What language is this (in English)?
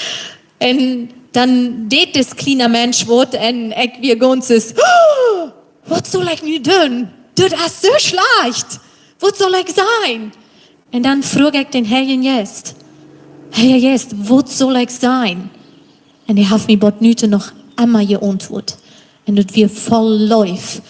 Plautdietsch